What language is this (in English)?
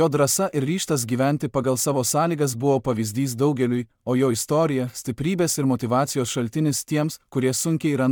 Lithuanian